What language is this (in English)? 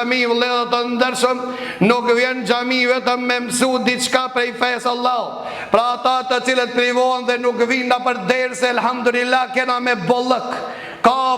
Albanian